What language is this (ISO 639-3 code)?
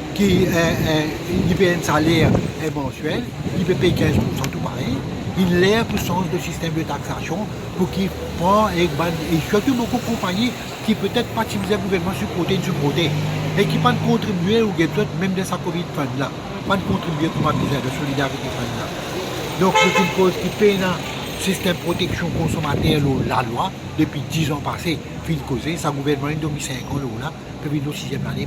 mfe